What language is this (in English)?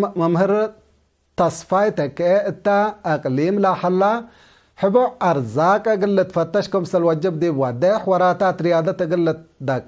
Tigre